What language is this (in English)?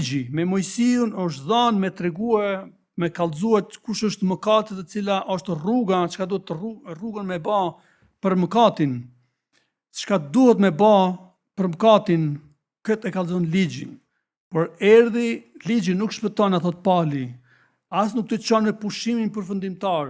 Albanian